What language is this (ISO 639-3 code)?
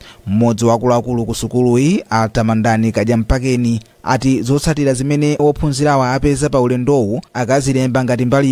nya